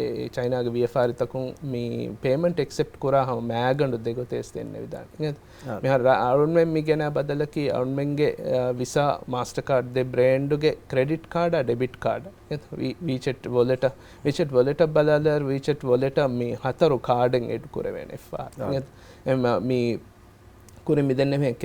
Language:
Divehi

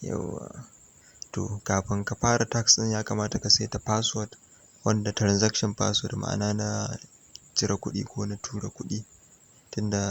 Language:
Hausa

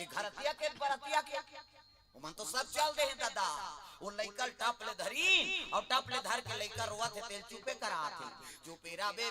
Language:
Chhattisgarhi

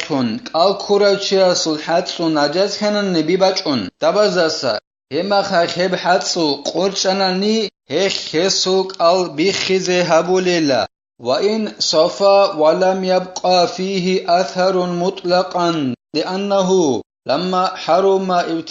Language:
Avaric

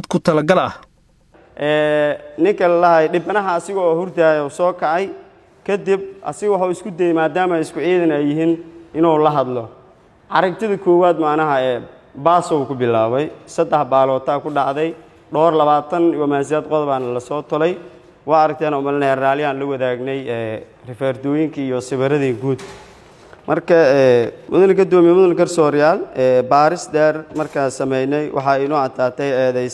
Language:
Somali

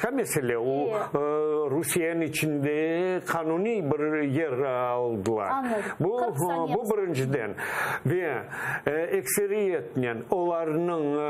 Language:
Crimean Tatar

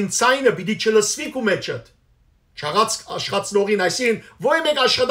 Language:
Western Armenian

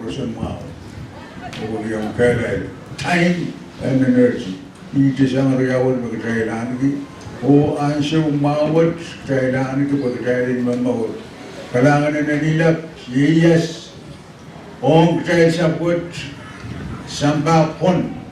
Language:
Pohnpeian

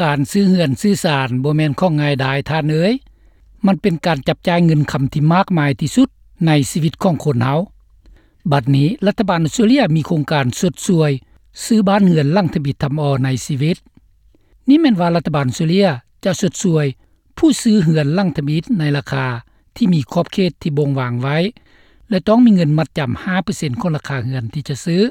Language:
Lao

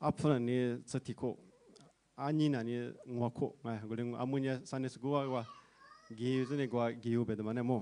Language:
Lisu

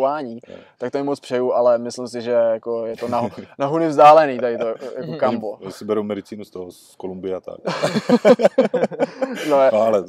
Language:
Czech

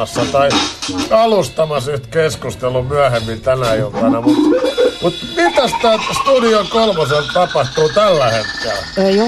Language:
Finnish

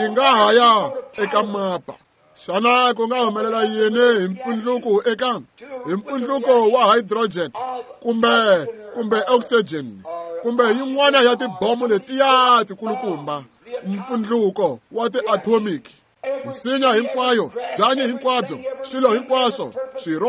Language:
Tsonga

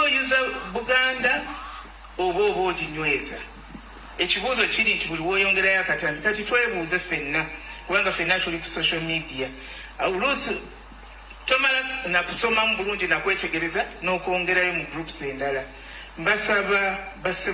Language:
Ganda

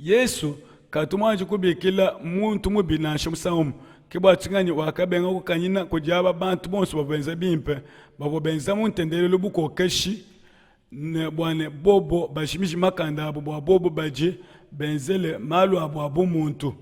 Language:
Luba-Lulua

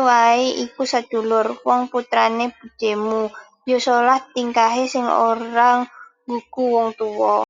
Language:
Javanese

